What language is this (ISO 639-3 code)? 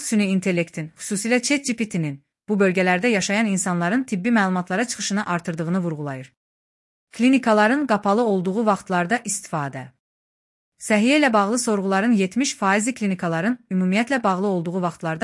aze